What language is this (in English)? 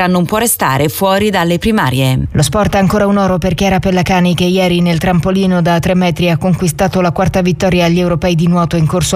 Italian